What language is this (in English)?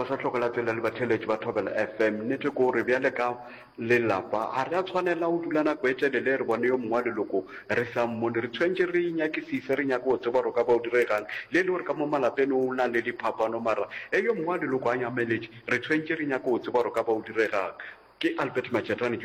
Northern Sotho